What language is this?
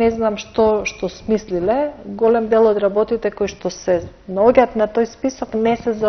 Macedonian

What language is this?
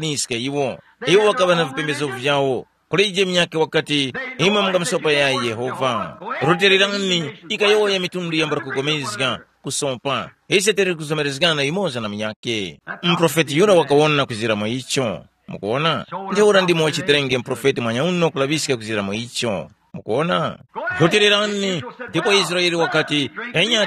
Tumbuka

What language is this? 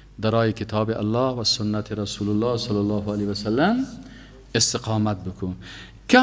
Persian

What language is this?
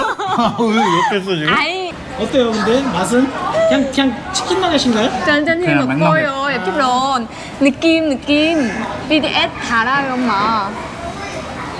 Korean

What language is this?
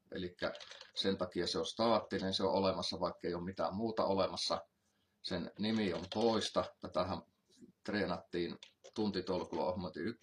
Finnish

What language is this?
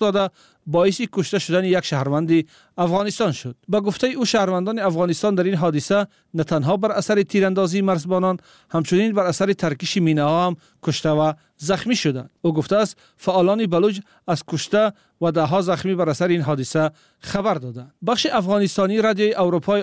Persian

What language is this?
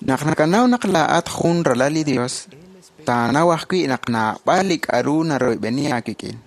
Kekchí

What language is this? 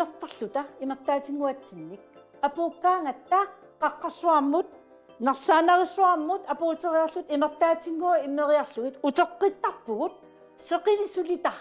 Kalaallisut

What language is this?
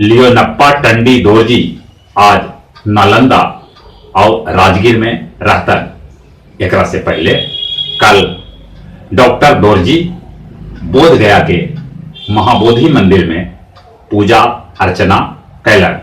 Magahi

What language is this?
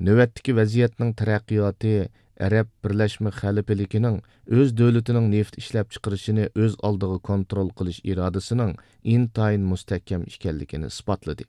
Uyghur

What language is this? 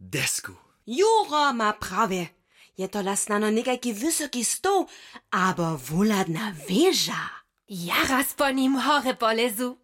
Upper Sorbian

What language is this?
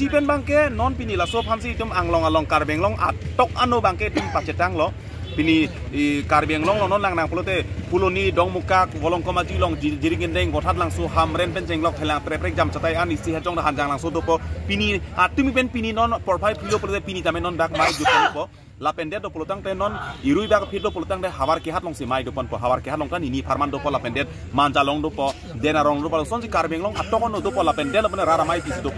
Karbi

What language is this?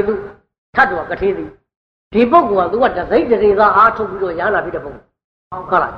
Burmese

